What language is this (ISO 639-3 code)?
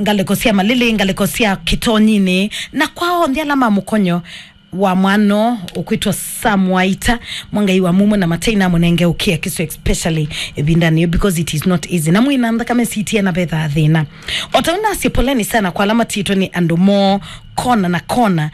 kam